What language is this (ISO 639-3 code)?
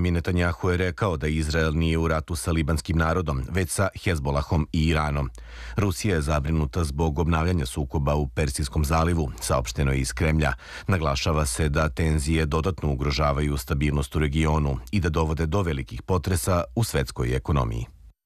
srp